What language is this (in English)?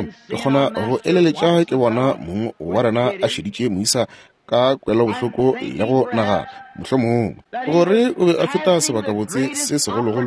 Northern Sotho